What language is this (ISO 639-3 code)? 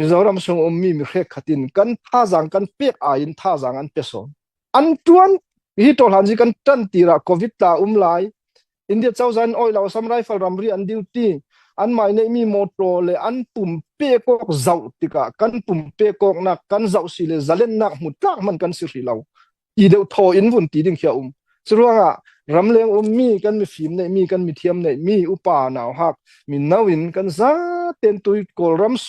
cfm